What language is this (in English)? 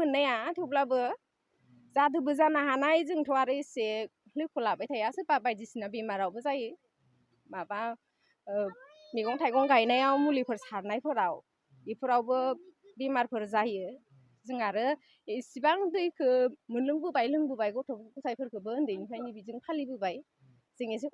Bodo